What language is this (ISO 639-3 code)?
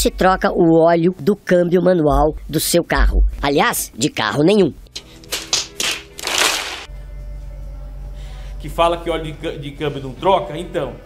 por